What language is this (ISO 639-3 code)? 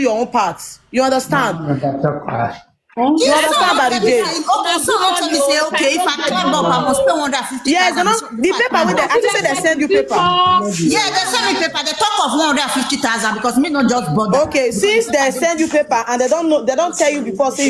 pcm